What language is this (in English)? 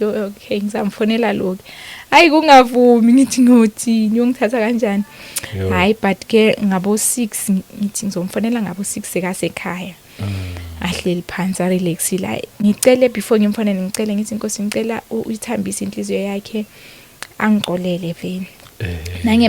Zulu